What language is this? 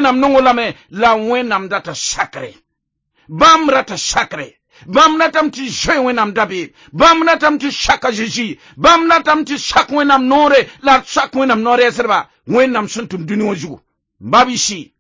Mossi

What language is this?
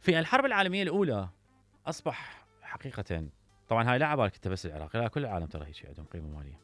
Mesopotamian Arabic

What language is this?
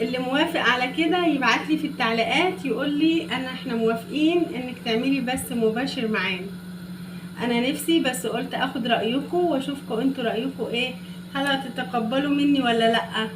Egyptian Arabic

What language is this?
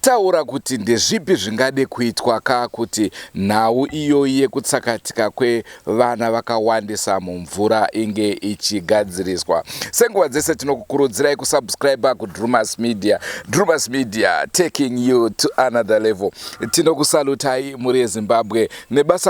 Shona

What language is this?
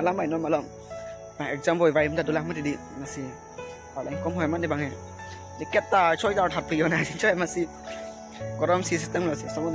Karbi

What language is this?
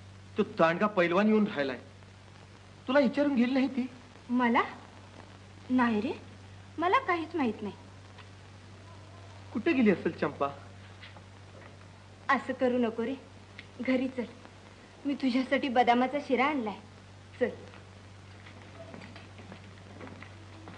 Marathi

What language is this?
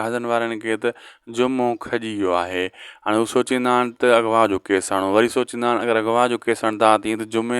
Sindhi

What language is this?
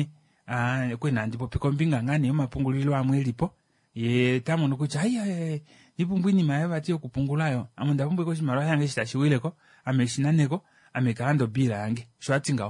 Kuanyama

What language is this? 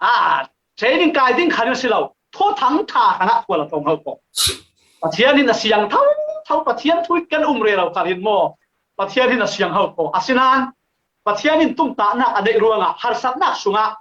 Falam Chin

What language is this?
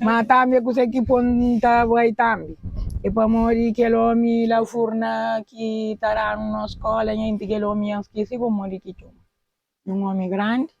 Kabuverdianu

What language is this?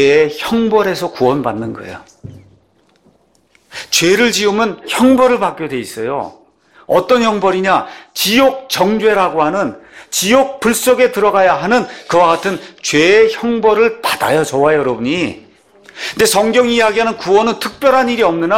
Korean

